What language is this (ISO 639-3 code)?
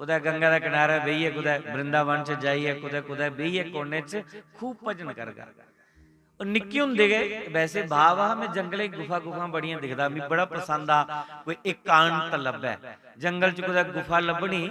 doi